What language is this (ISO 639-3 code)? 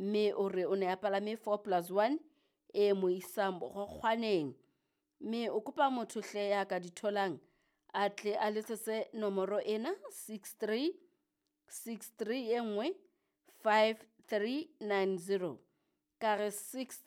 sot